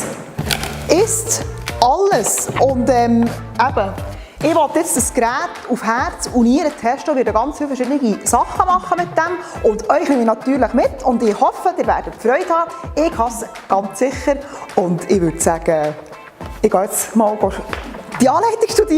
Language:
Swiss German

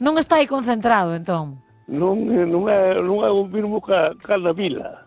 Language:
Galician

